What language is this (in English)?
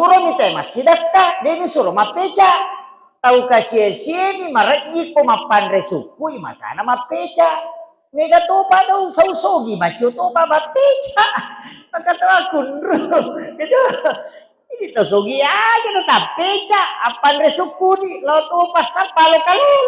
Buginese